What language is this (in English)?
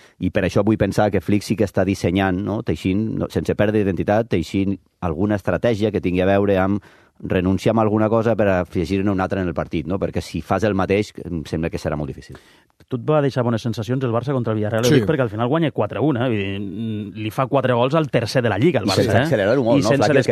Catalan